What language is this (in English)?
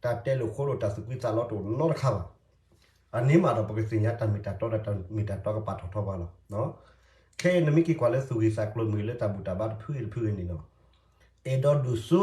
S'gaw Karen